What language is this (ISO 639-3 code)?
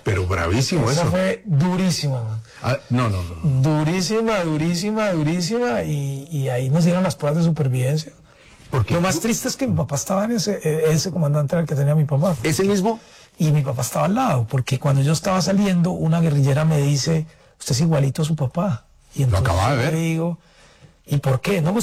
spa